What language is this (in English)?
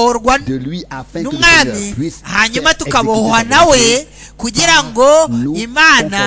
Kinyarwanda